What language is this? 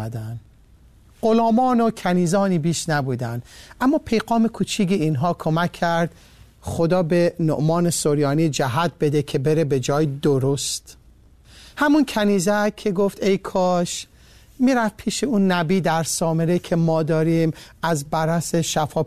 Persian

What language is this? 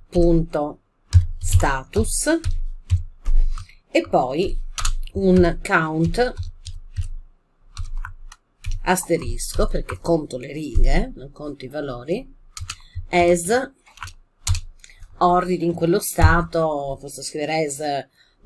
Italian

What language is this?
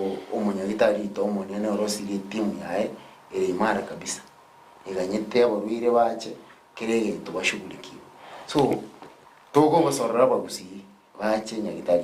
Gusii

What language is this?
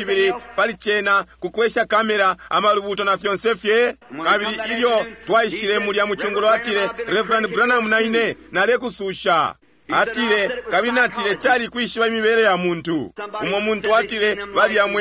Bemba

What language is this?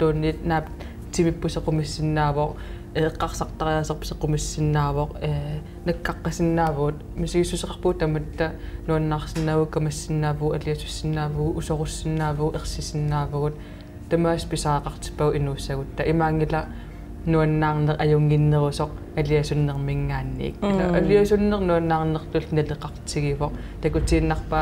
Kalaallisut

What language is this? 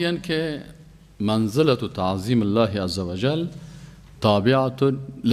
Persian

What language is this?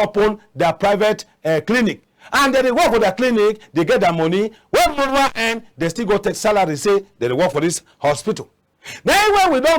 Cameroon Pidgin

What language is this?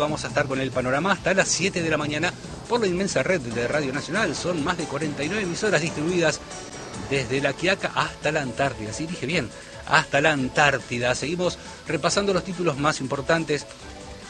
Spanish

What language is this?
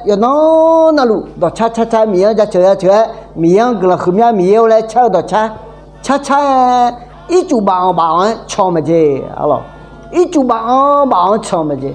Akha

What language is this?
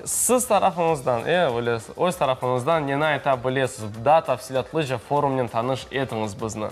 Crimean Tatar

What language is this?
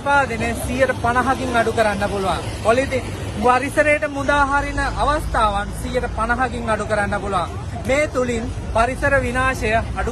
Sinhala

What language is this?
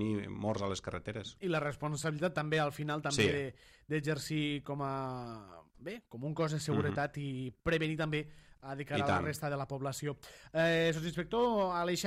Catalan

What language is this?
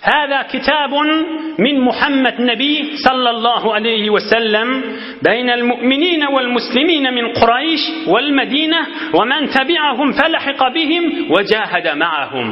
Turkmen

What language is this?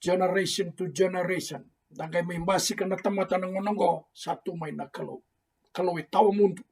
Fijian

